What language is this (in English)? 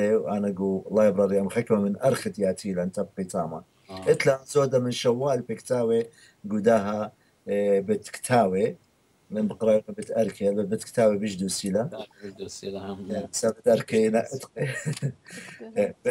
Assyrian Neo-Aramaic